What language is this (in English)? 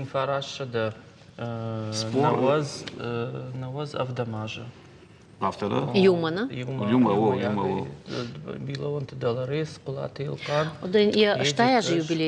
Ossetic